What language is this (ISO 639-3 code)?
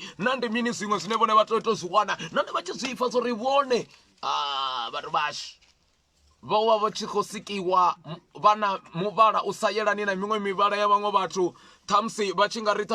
ven